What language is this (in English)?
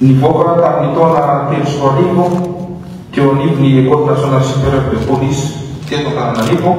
Malagasy